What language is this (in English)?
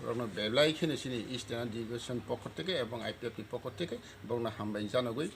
Kok Borok